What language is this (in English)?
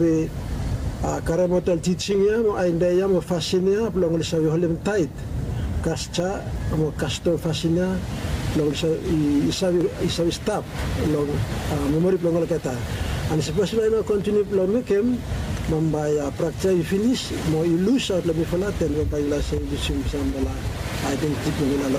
Bislama